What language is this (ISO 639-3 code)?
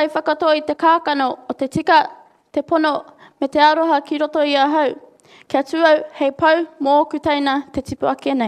mri